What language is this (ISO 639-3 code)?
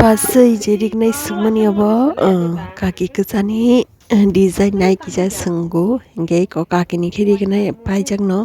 trp